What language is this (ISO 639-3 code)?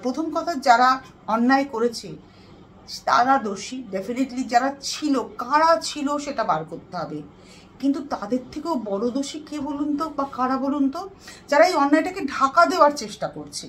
ben